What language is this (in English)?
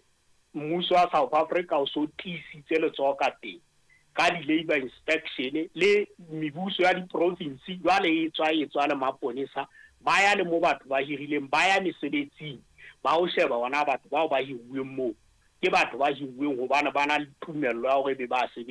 Southern Sotho